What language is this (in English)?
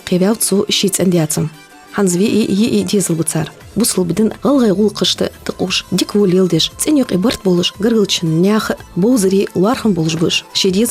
Ingush